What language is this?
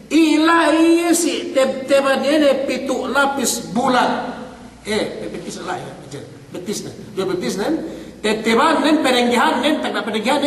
Yakan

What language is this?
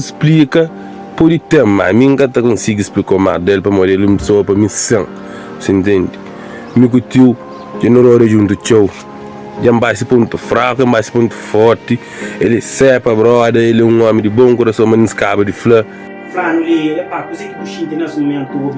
Kabuverdianu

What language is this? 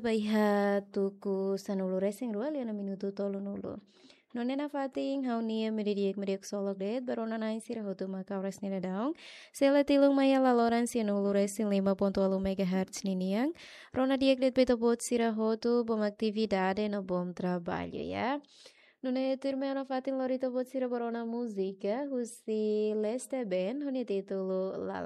Tetum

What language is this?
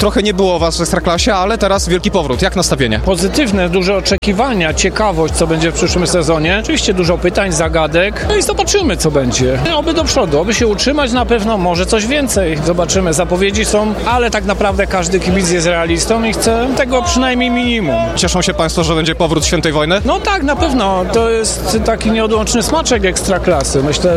Polish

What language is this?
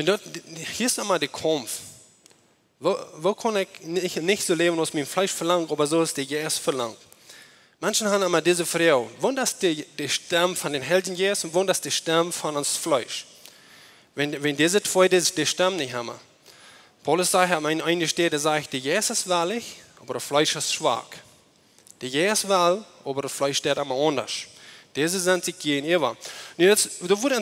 Plautdietsch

